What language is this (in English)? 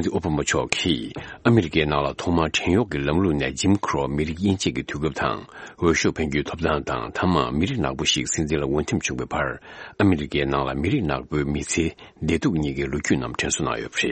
Tibetan